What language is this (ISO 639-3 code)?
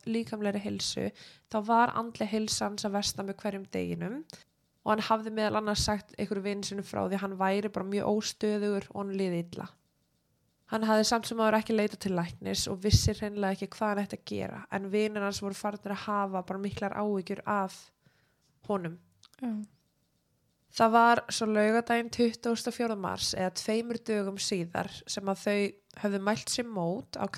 isl